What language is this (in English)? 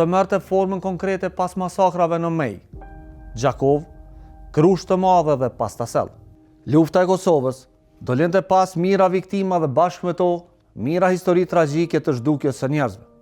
Albanian